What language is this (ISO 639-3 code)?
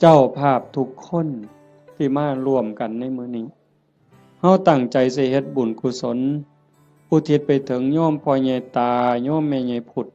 tts